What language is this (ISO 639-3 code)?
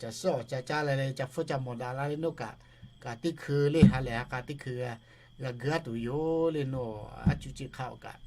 lhu